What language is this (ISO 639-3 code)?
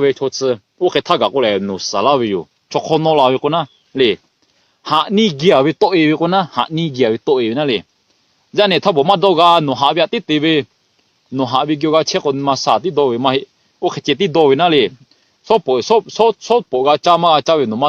lhu